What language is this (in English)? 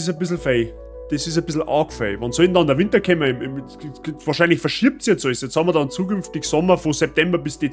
Bavarian